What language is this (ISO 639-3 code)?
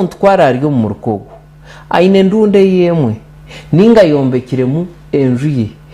nyn